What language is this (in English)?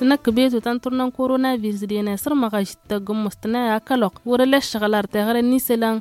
Tamasheq